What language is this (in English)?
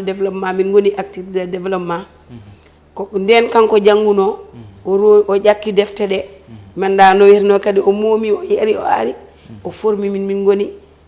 Fula